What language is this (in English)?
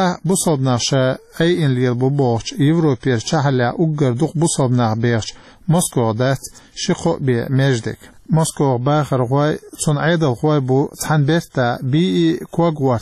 Chechen